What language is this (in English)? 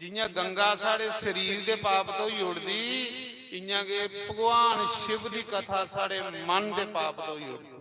Dogri